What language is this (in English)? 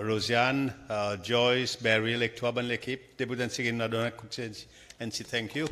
Seselwa Creole French